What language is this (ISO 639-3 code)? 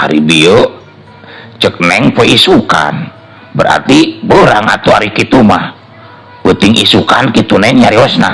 sun